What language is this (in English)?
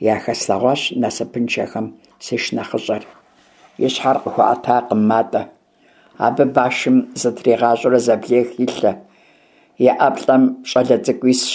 Kabardian